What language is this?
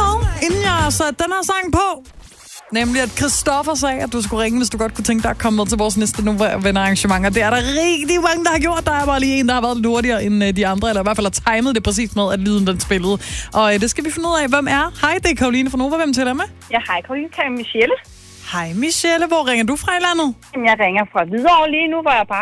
Danish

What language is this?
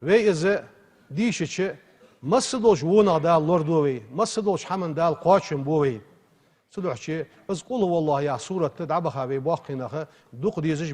Ingush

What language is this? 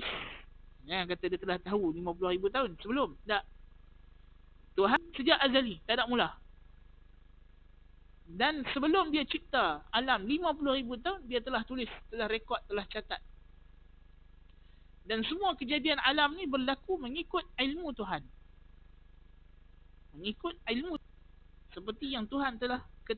Malay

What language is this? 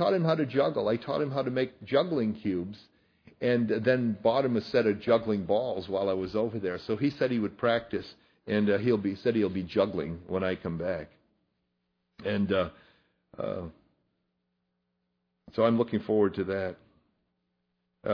English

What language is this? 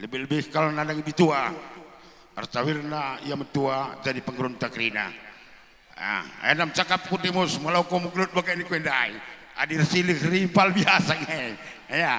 Batak Karo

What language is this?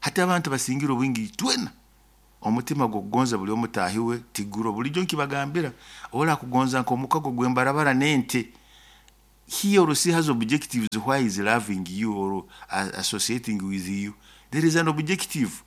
Nyoro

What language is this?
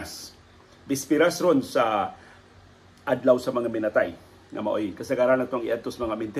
Cebuano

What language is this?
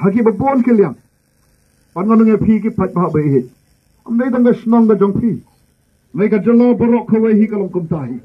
Khasi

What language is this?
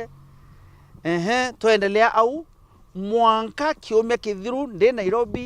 Meru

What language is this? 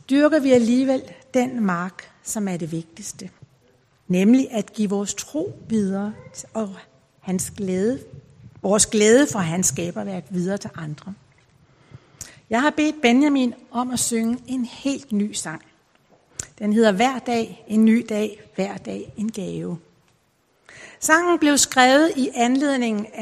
Danish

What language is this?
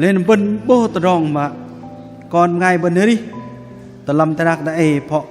Bahnar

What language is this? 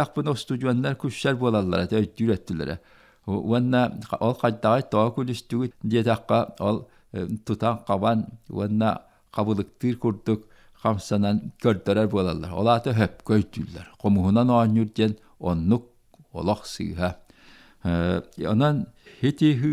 Yakut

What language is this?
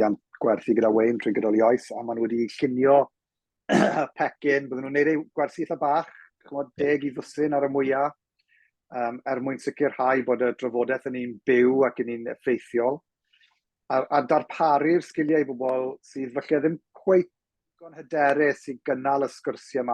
Welsh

